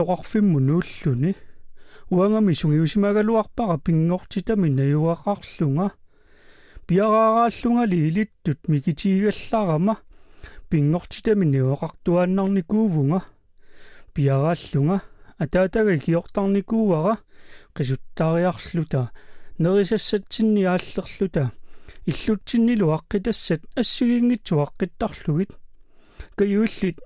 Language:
Kalaallisut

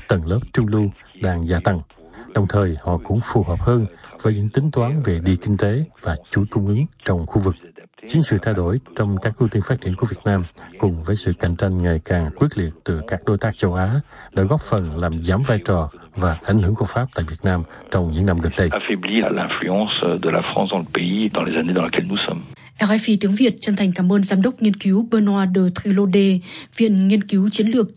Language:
Vietnamese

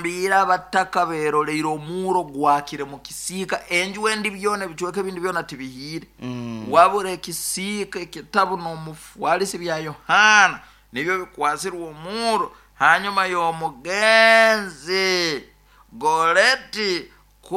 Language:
Nyoro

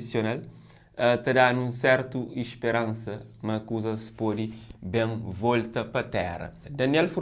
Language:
Kabuverdianu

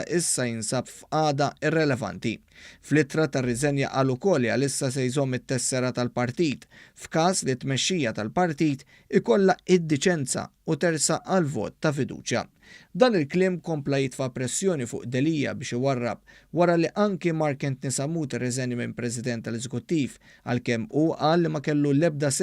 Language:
Maltese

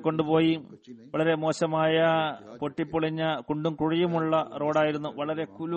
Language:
Malayalam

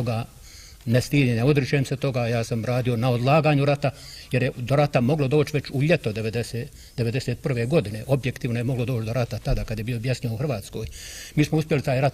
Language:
Bosnian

